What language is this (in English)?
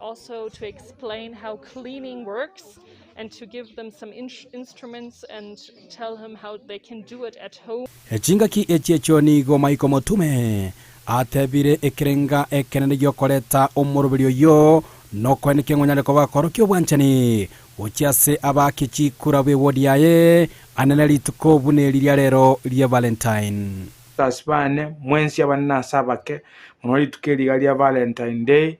Gusii